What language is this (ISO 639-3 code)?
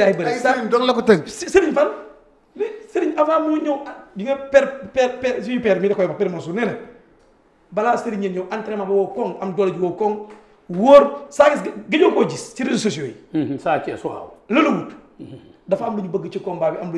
wol